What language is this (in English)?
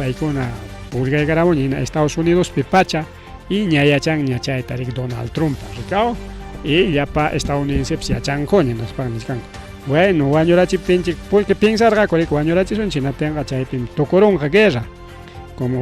Ayacucho Quechua